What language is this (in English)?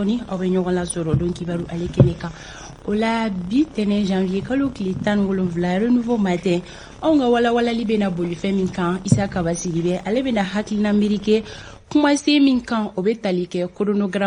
Bambara